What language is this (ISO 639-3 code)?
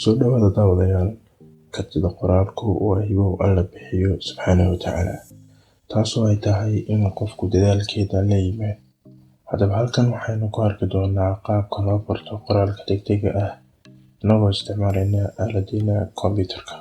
som